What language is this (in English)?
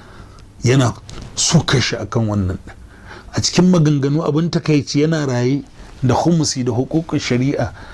Hausa